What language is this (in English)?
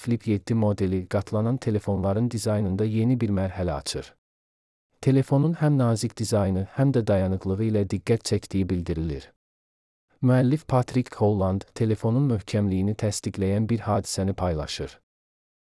Azerbaijani